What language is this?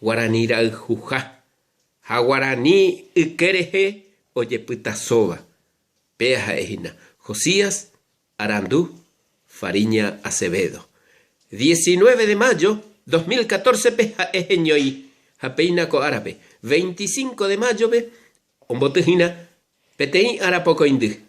Guarani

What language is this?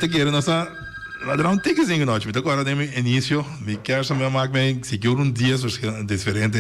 Papiamento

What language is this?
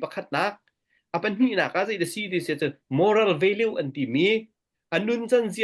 Hakha Chin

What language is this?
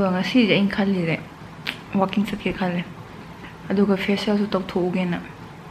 Manipuri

